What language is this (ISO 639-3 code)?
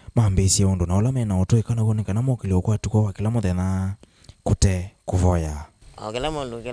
kam